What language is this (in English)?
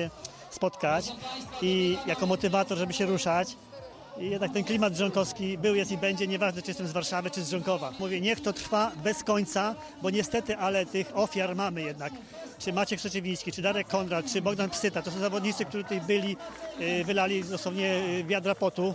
Polish